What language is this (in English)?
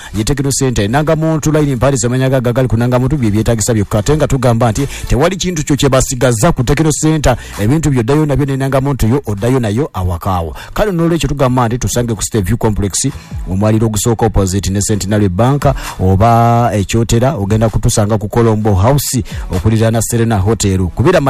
Ganda